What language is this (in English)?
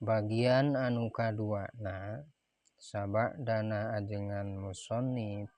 Sundanese